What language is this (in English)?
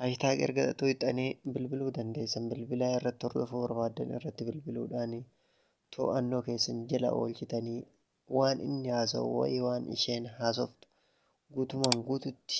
Oromo